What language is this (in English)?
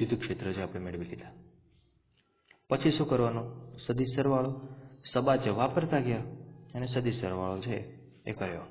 Gujarati